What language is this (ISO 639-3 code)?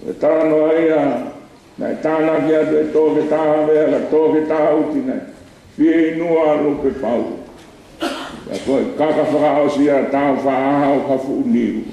ton